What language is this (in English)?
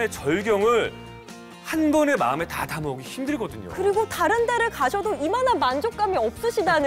Korean